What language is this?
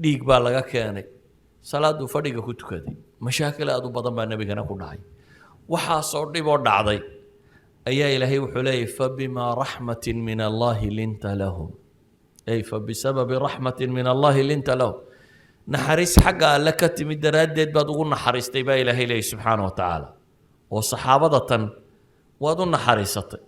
Somali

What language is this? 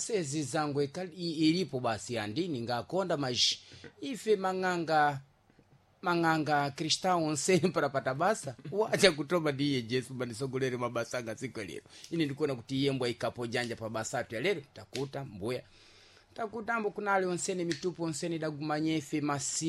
Sena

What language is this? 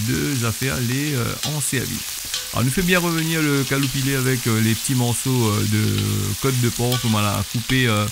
Réunion Creole French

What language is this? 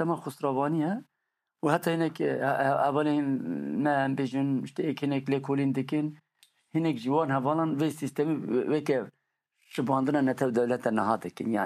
Kurdish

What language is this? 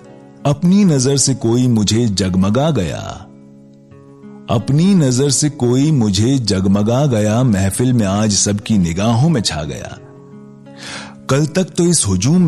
Hindi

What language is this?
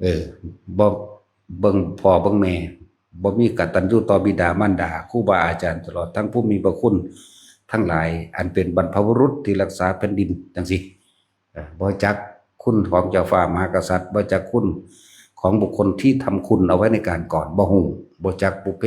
Northeastern Thai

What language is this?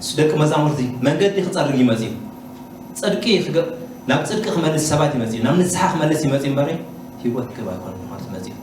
Tigrinya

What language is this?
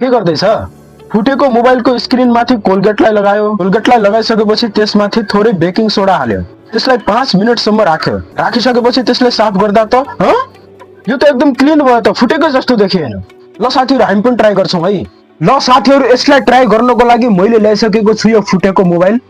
Nepali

